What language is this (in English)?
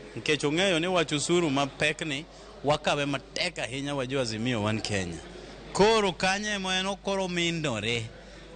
Luo (Kenya and Tanzania)